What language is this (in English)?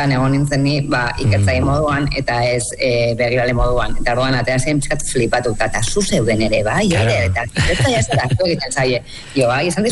Basque